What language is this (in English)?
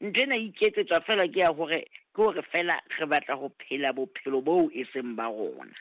Southern Sotho